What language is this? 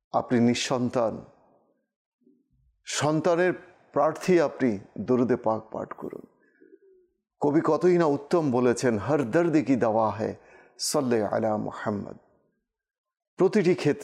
Bangla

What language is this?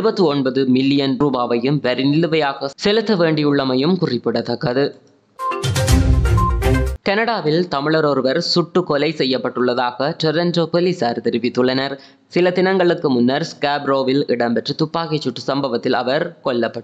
Tamil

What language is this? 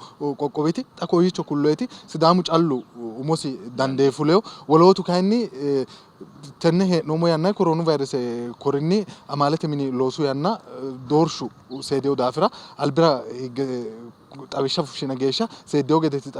Sidamo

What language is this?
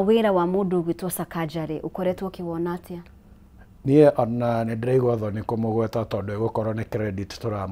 Kikuyu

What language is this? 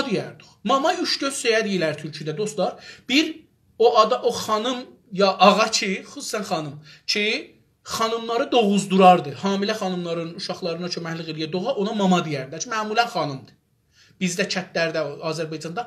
South Azerbaijani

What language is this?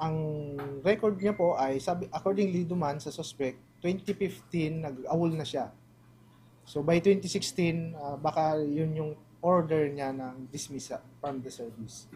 Bikol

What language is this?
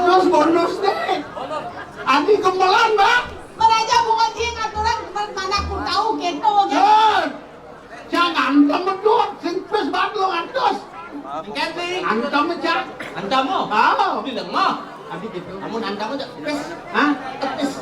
Balinese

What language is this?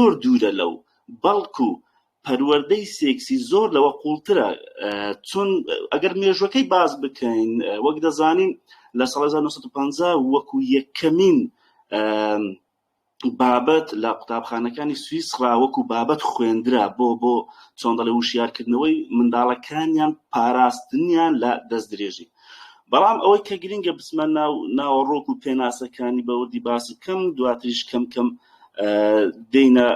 Central Kurdish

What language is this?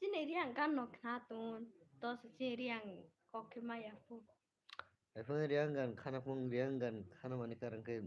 Kok Borok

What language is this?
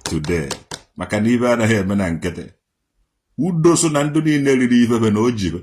Igbo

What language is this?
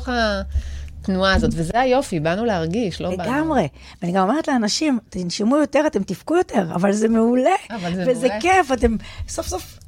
Hebrew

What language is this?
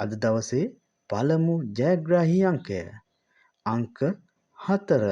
Sinhala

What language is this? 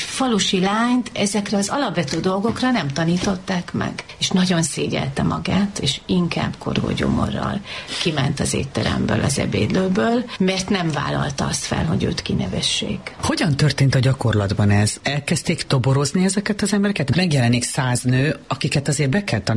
Hungarian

